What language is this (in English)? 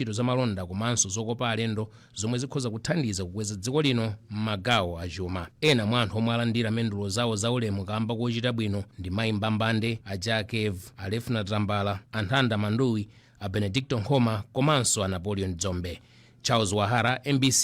Nyanja